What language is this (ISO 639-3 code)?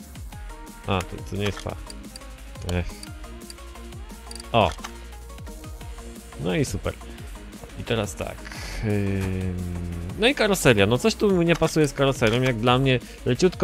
pol